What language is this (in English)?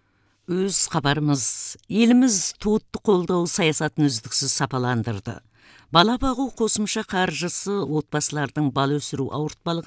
Kazakh